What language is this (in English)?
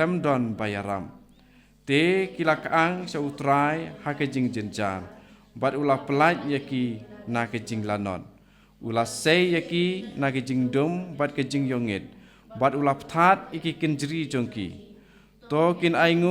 Khasi